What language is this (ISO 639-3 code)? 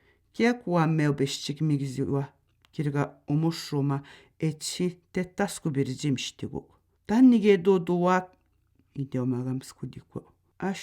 atj